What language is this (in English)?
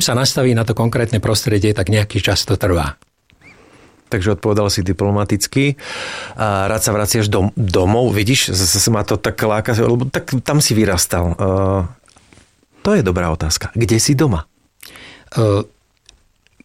Slovak